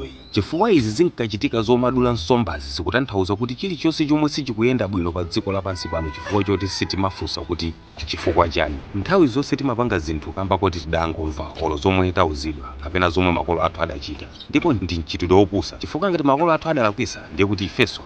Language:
Nyanja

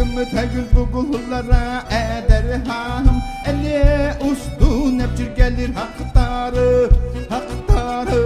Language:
Yakut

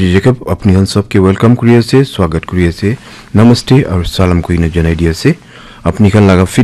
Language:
Naga Pidgin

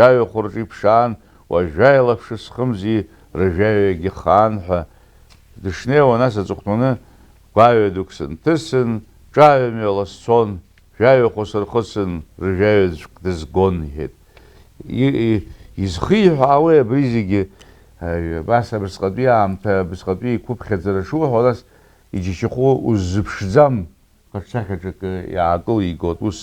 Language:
Abkhazian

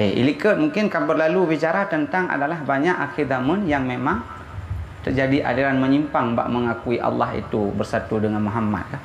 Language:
Achinese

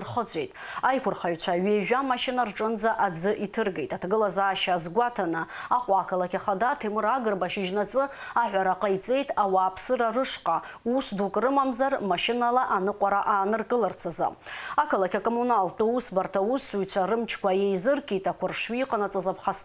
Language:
Abkhazian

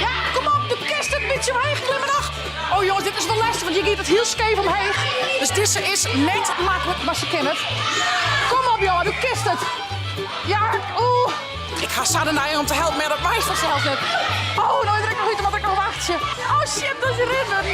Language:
Western Frisian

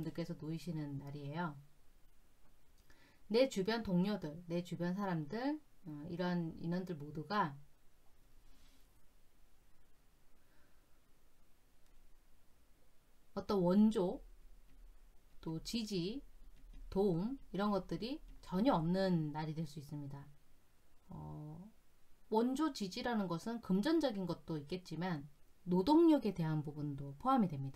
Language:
Korean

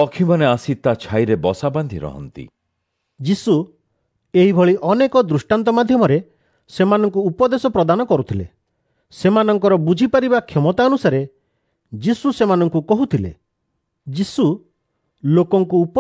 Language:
Odia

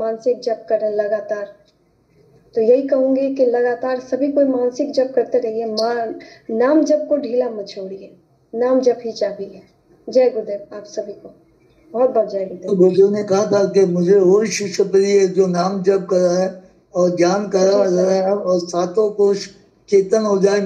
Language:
Hindi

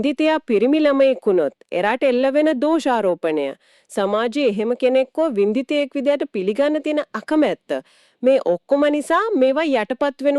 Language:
Sinhala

